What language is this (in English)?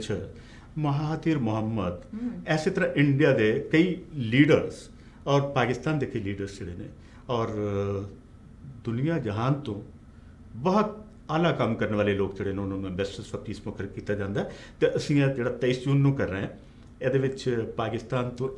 Punjabi